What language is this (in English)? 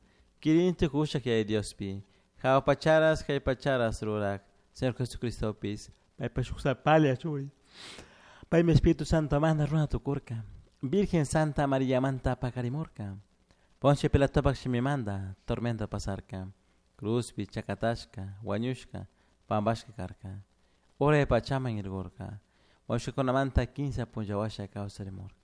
Chimborazo Highland Quichua